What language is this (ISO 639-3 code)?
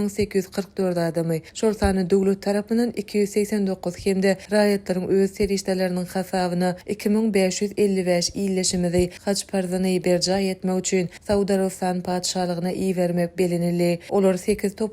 tuk